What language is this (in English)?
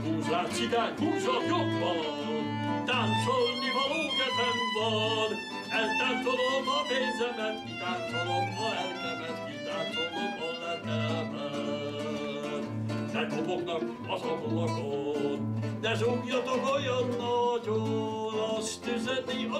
Hungarian